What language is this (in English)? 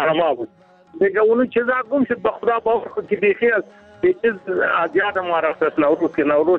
Persian